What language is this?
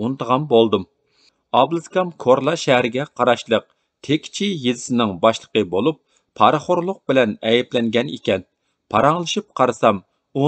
Uyghur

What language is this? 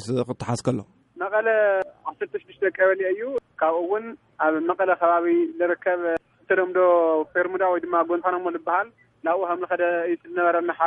Tigrinya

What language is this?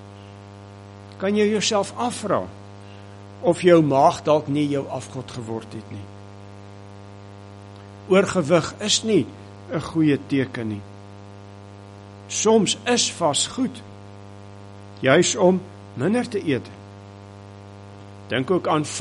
Afrikaans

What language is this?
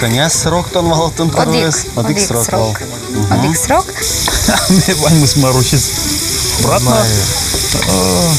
Udmurt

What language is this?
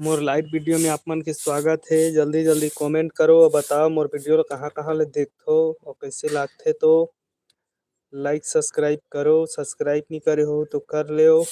Chhattisgarhi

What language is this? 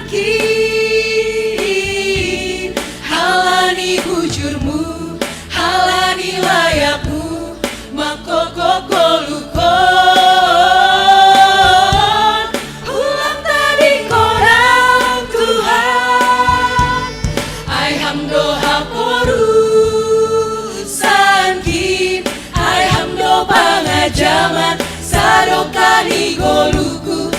Batak Simalungun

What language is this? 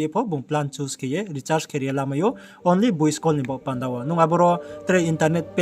Riang (India)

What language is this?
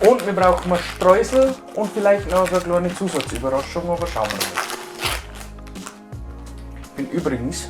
Bavarian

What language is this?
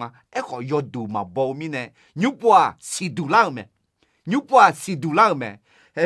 Akha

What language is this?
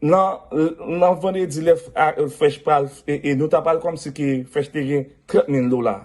Haitian Creole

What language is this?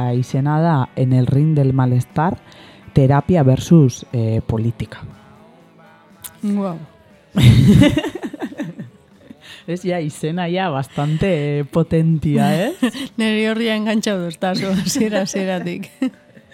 Basque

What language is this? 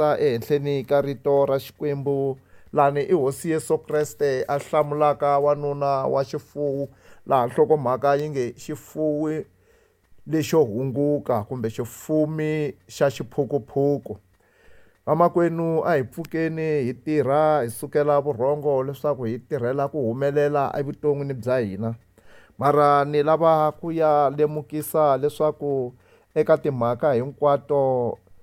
Tsonga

